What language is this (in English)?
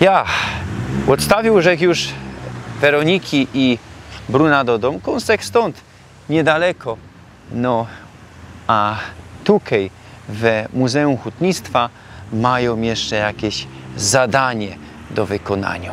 Silesian